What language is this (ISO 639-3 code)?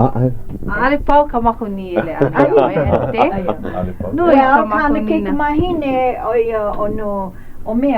haw